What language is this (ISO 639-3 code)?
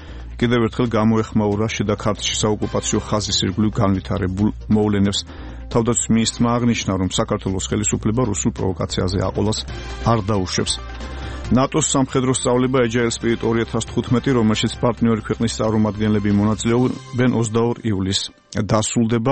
kat